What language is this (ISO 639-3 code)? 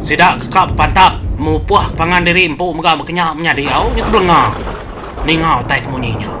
iba